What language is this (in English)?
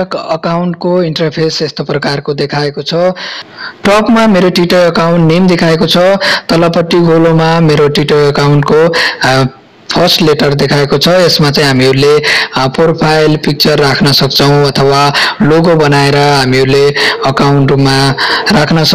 Nepali